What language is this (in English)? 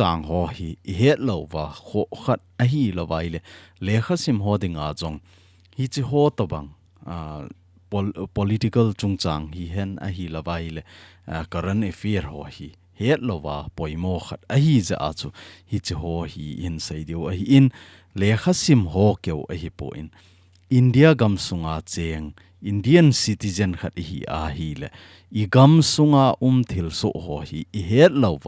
Thado Chin